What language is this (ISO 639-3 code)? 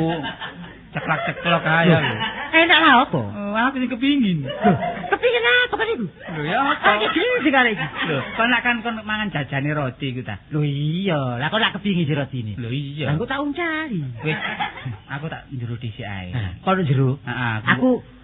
jav